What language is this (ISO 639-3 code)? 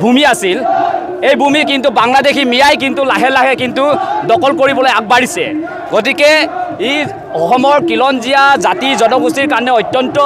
asm